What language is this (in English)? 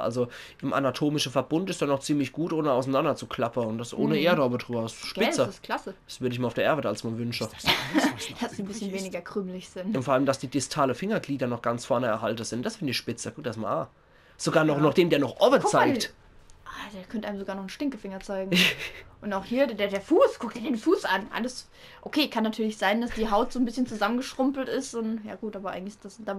Palatine German